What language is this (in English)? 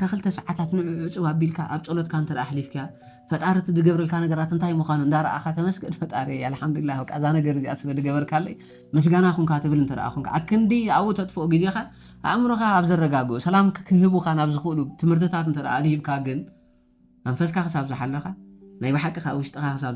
Tigrinya